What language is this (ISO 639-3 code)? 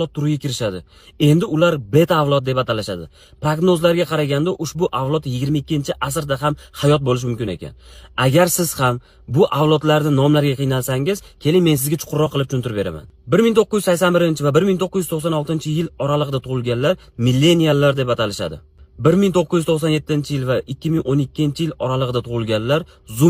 uzb